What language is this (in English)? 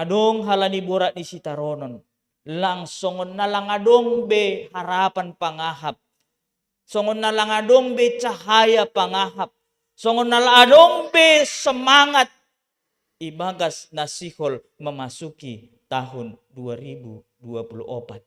Batak Simalungun